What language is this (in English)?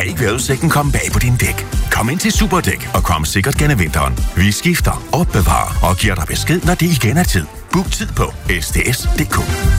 Danish